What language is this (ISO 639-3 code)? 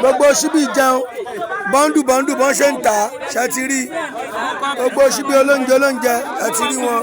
yor